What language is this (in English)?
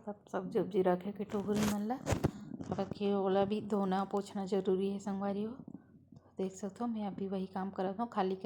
Chhattisgarhi